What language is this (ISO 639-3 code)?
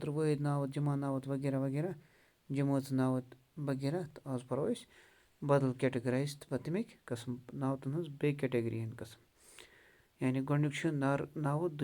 kas